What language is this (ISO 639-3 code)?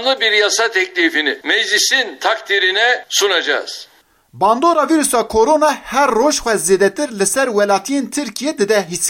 kur